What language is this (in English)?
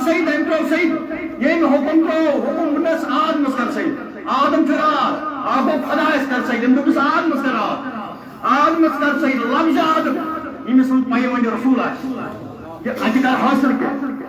Kashmiri